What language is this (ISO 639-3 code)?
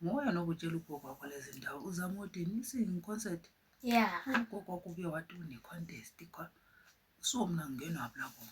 zul